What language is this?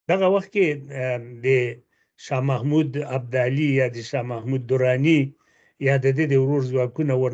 Pashto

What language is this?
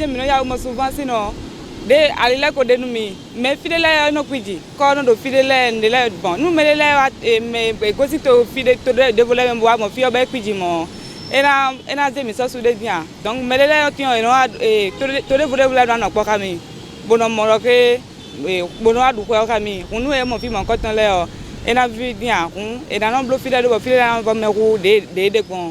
Fon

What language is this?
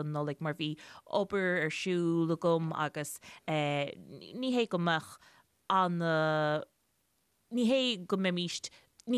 Irish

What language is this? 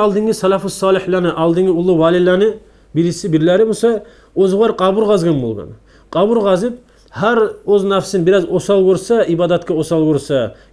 Kumyk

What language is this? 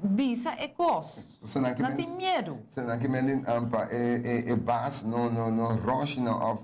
Papiamento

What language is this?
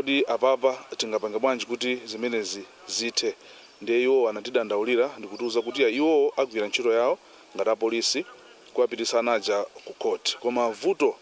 Nyanja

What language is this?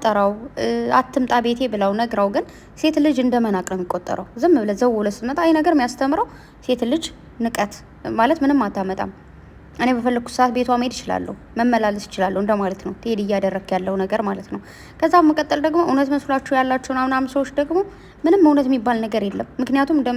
Amharic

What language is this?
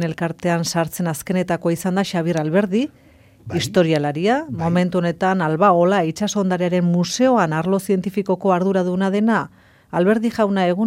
Basque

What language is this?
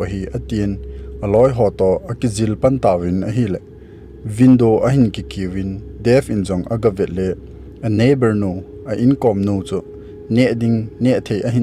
Thado Chin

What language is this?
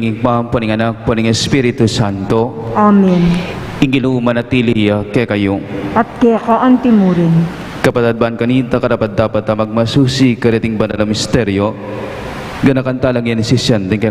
Pampanga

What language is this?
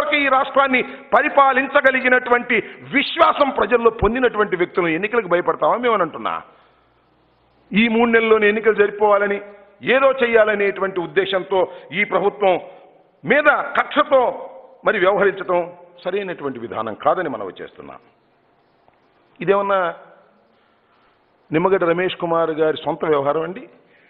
Telugu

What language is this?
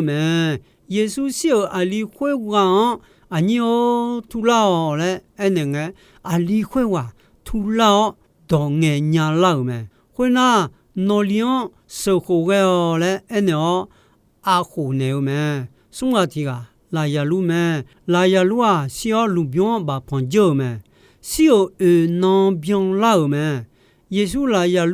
Akha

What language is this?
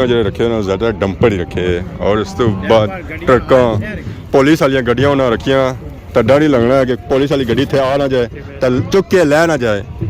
Pahari-Potwari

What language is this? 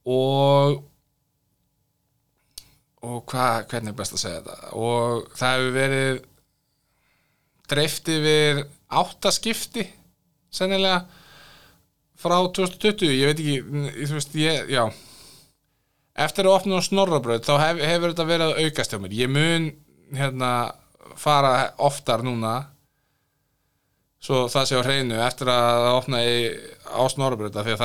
Icelandic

